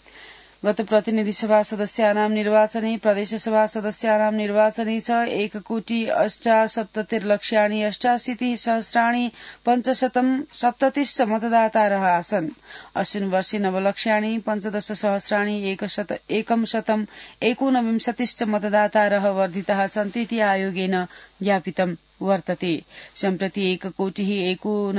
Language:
Sanskrit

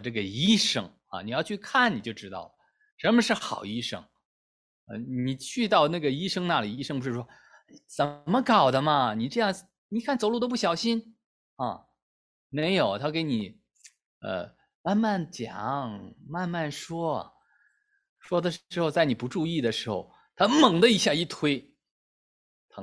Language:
Chinese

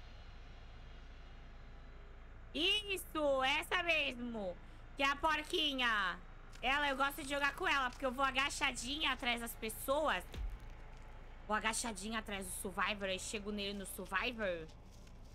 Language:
Portuguese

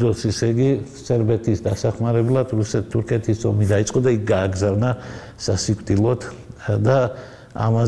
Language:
Georgian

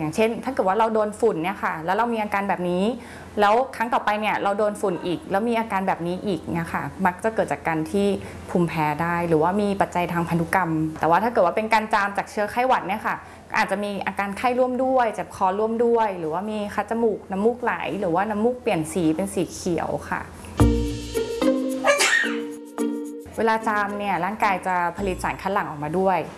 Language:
Thai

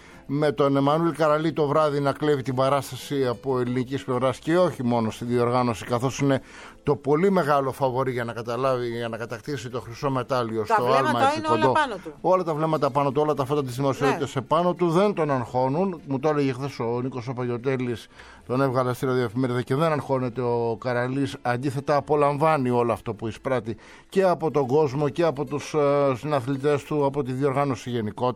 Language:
Greek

